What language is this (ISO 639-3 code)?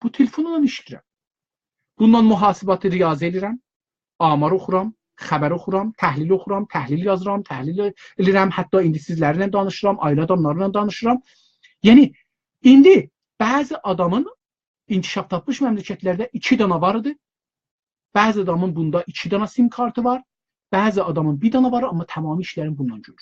azb